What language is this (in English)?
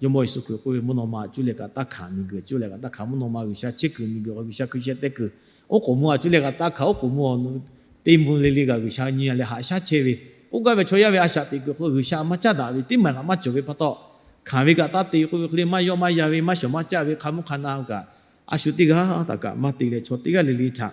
Lahu